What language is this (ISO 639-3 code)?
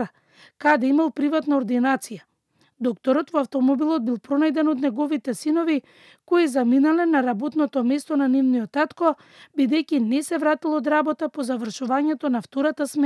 mkd